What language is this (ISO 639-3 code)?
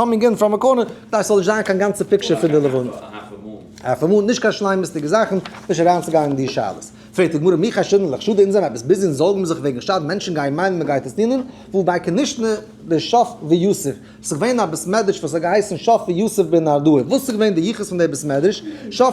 yid